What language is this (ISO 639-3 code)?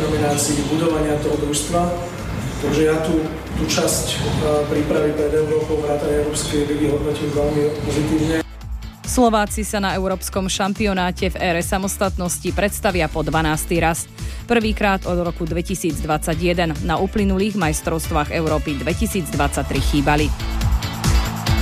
slk